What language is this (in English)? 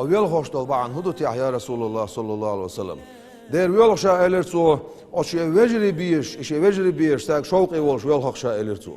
Chechen